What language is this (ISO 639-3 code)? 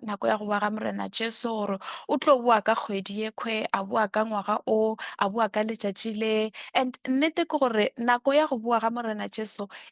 nso